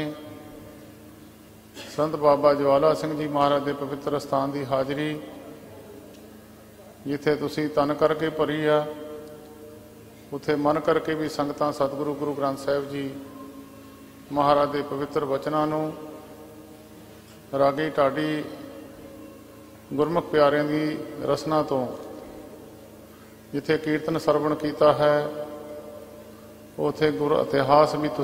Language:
Punjabi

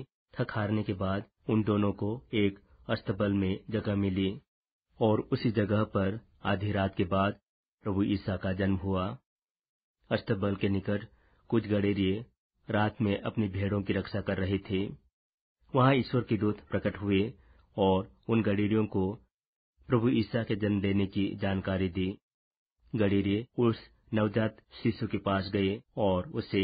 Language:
Hindi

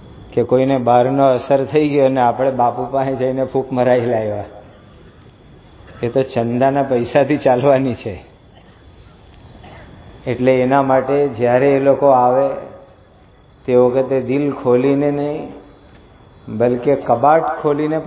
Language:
Gujarati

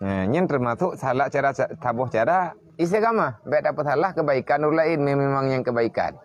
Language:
Achinese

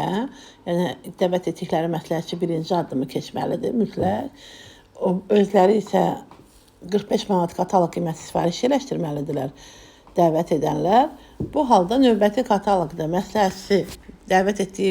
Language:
Azerbaijani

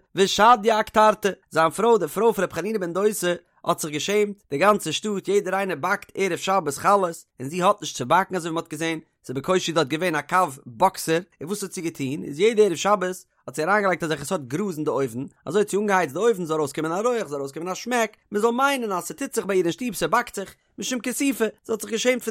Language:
Yiddish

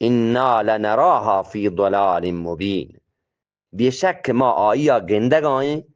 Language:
Eastern Balochi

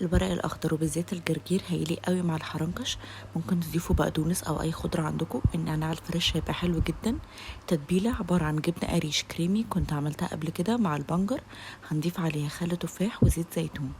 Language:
Egyptian Arabic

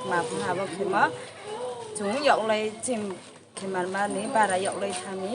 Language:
Riang (India)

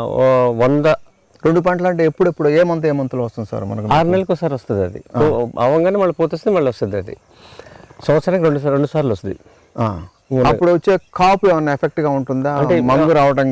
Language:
Telugu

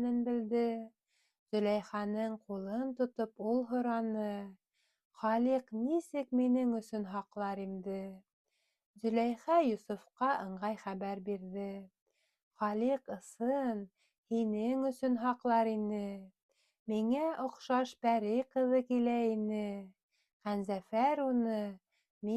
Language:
Bashkir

